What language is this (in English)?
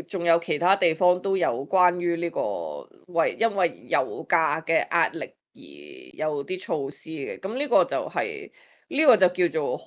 Cantonese